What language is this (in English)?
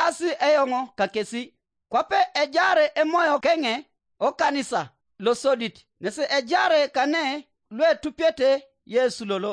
Teso